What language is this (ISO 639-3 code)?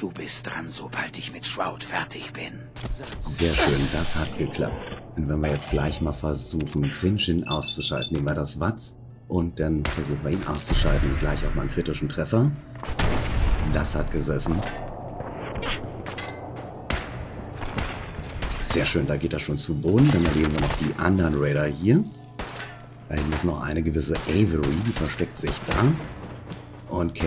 deu